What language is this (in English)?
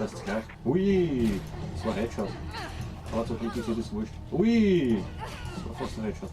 Bavarian